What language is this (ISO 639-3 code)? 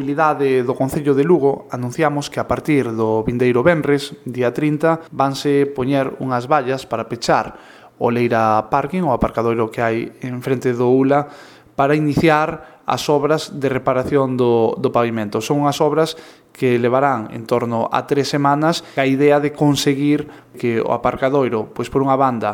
glg